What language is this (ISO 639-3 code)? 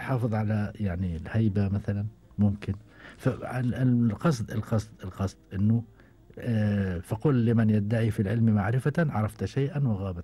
afb